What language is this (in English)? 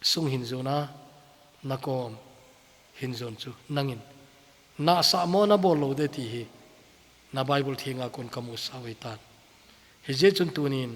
Thado Chin